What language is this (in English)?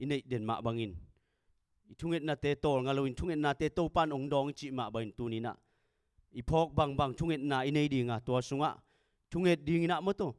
Tedim Chin